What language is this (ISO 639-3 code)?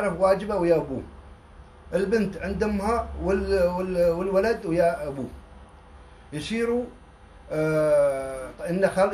afb